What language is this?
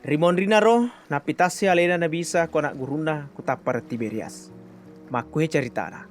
Buginese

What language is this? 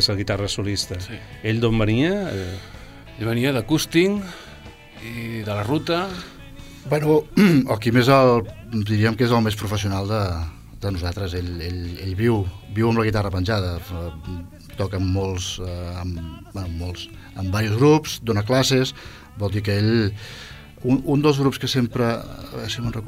Catalan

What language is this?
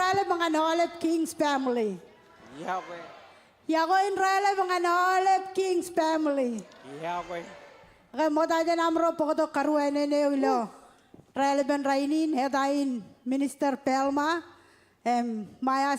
Marshallese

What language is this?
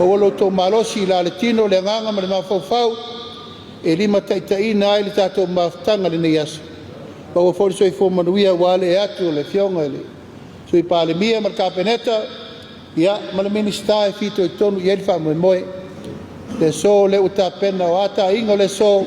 Samoan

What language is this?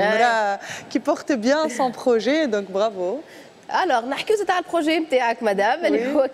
Tunisian Arabic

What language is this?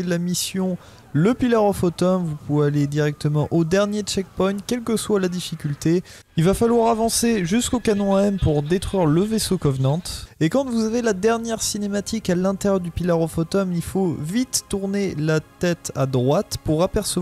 French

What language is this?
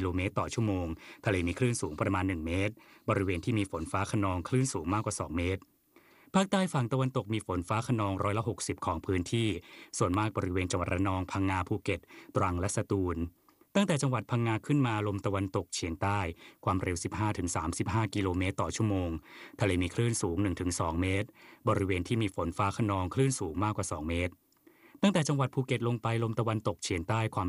Thai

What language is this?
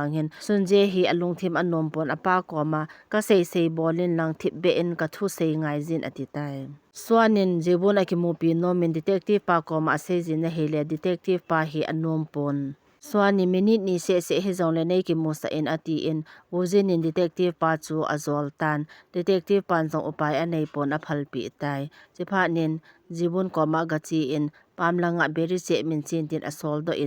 Thado Chin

